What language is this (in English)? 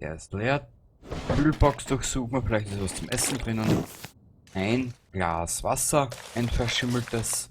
Bavarian